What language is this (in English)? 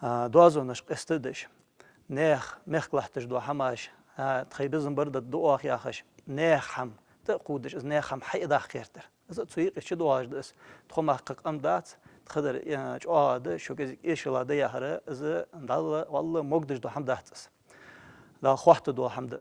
Ingush